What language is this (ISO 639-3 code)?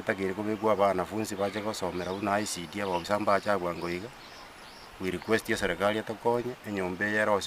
guz